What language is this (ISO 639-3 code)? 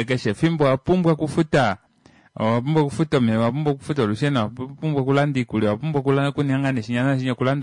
kua